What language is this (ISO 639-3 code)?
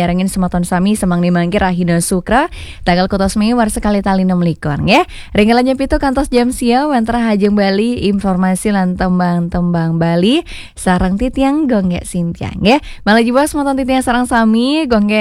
ban